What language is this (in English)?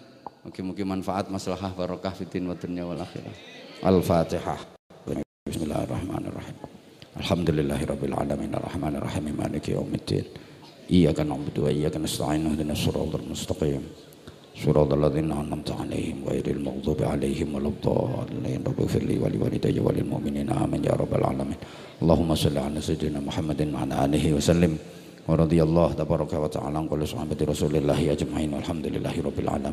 Javanese